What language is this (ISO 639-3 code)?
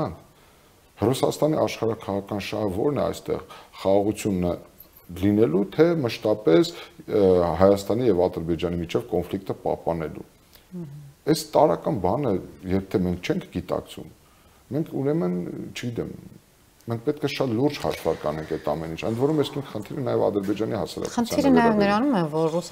hye